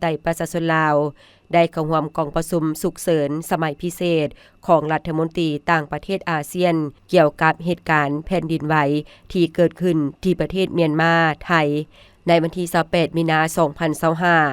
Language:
Lao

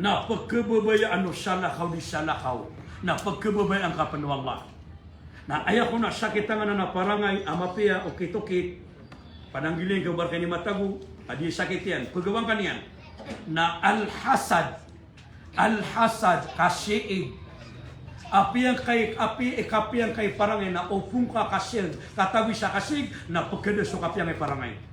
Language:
Maranao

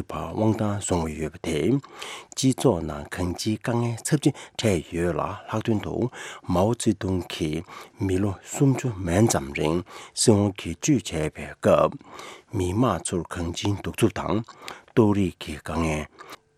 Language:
Tibetan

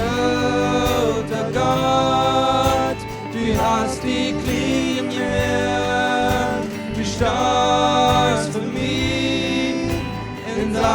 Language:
Plautdietsch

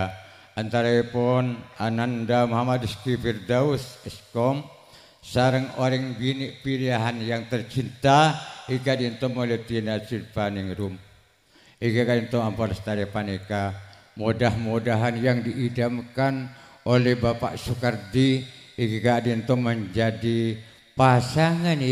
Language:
Madurese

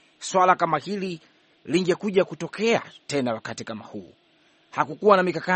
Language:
Swahili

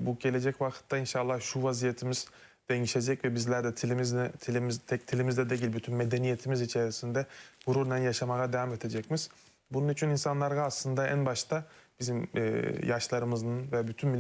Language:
Crimean Tatar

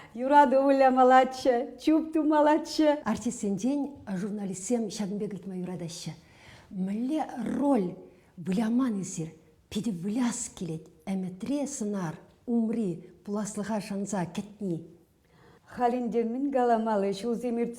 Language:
Chuvash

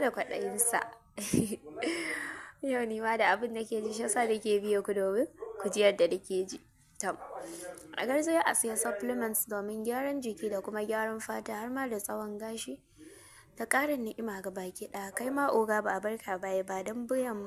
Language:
Hausa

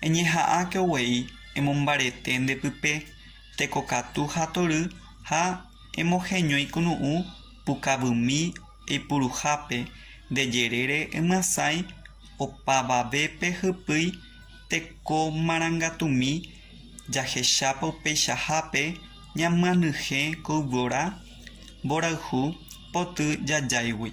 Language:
Guarani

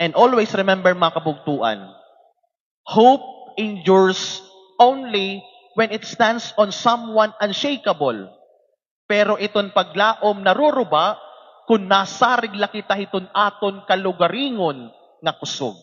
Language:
Waray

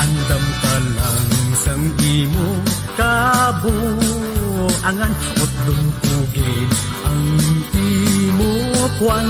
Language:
Hiligaynon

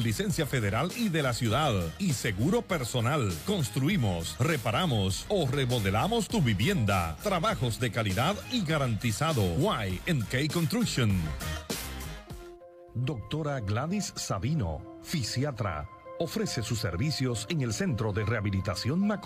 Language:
Spanish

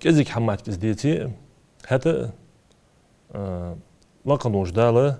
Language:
Ingush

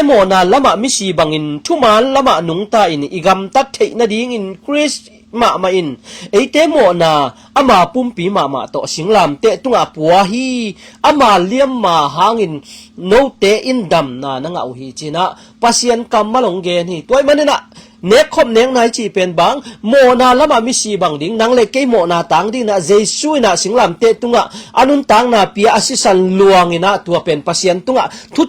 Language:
Tedim Chin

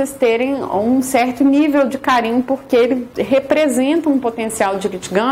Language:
Portuguese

